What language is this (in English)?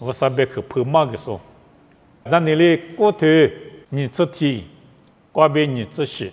Lisu